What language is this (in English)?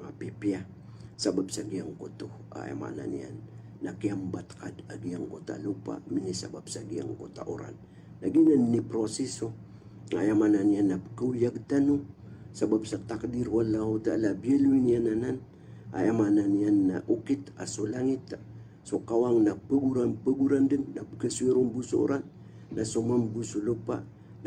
Maranao